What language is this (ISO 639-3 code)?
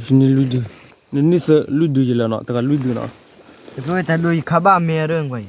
ksw